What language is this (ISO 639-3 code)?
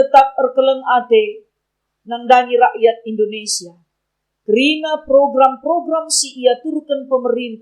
btx